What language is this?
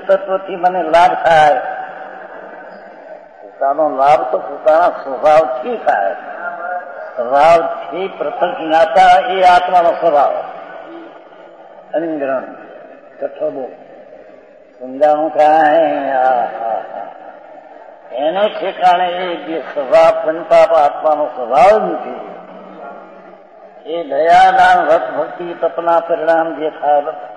Gujarati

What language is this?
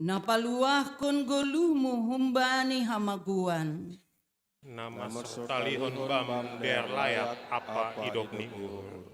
Batak Simalungun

